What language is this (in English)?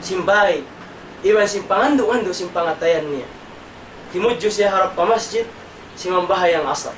Tausug